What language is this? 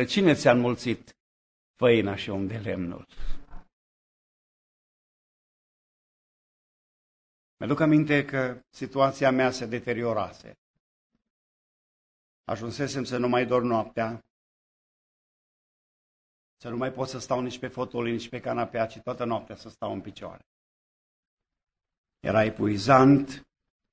Romanian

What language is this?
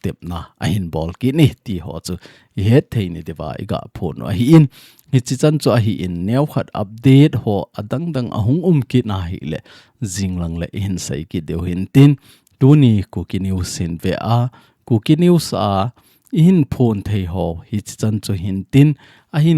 Thado Chin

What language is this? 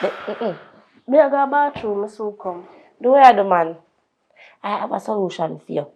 Jamaican Creole English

